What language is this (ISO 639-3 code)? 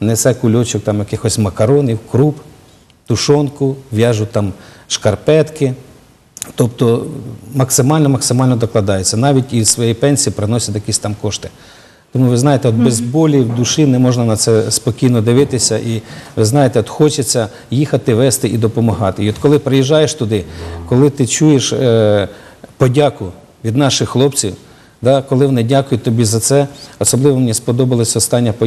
ukr